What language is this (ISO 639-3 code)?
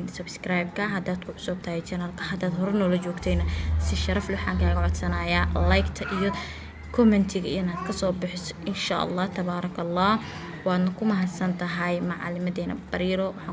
som